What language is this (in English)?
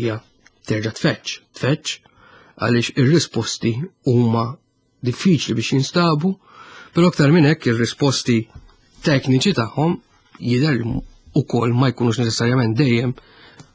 Maltese